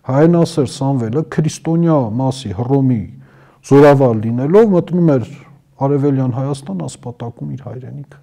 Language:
Armenian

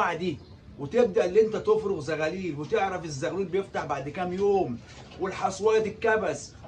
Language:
Egyptian Arabic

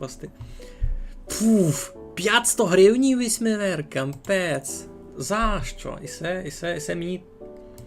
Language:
Rusyn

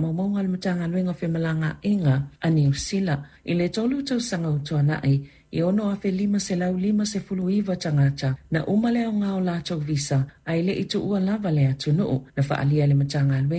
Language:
Samoan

